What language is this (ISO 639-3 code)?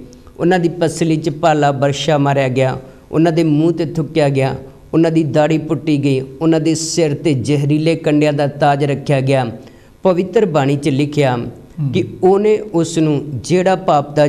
pan